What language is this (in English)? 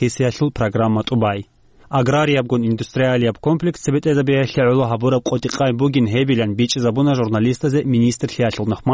Avaric